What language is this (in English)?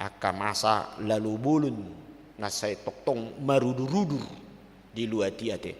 Batak Toba